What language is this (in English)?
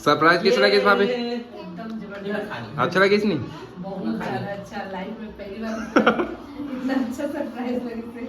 Chhattisgarhi